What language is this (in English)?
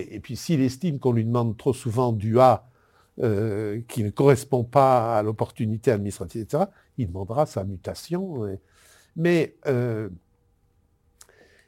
French